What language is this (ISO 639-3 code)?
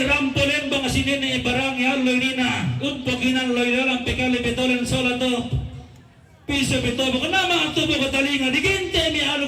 sda